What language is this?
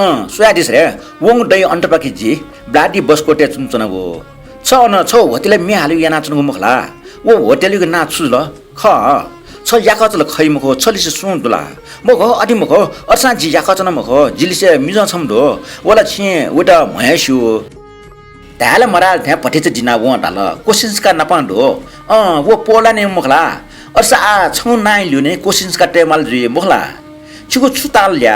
Newari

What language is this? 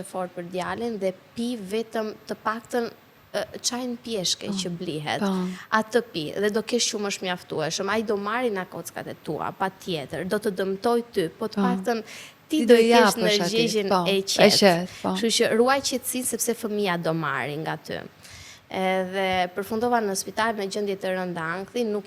Albanian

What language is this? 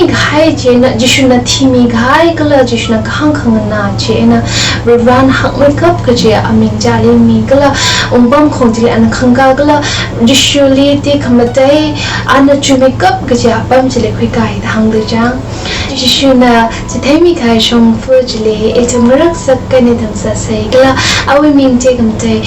Tangkhul Naga (India)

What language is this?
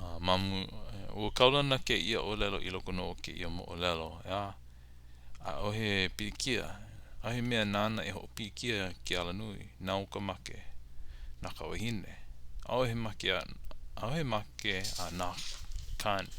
Hawaiian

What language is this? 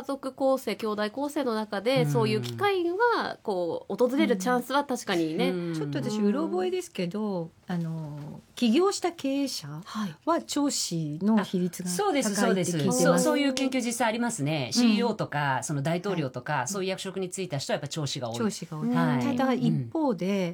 Japanese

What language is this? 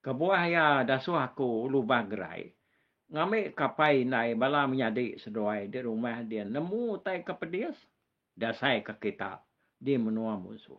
Iban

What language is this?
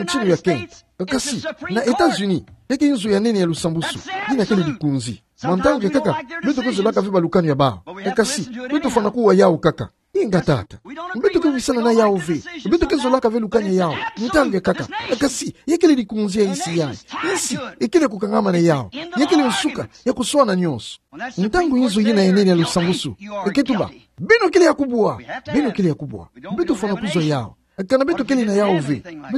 Kituba (Democratic Republic of Congo)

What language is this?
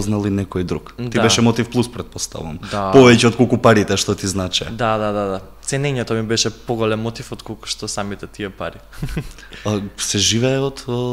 Macedonian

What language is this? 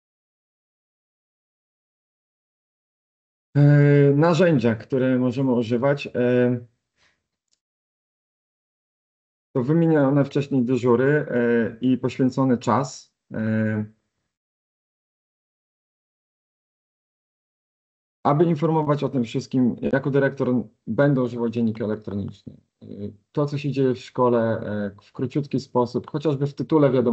Polish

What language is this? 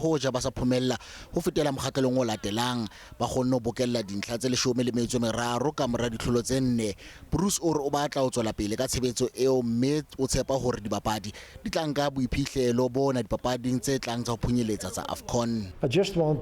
Tswana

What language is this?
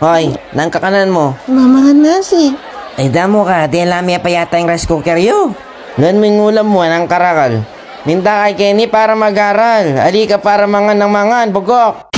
Pampanga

